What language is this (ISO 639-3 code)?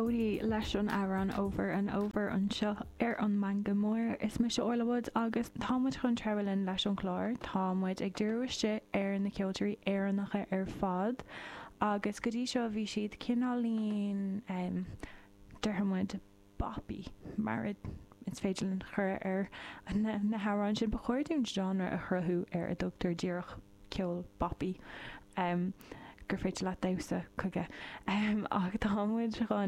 gle